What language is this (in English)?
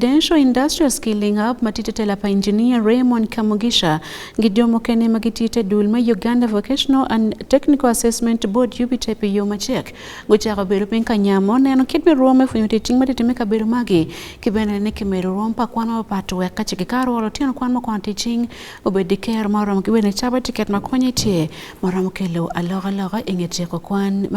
Acoli